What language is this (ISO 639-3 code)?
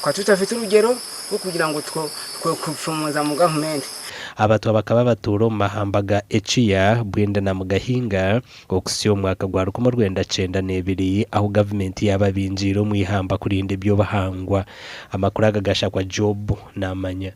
nyn